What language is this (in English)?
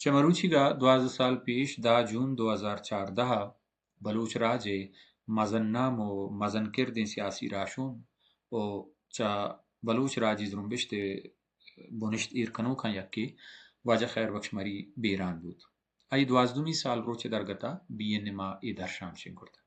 Baluchi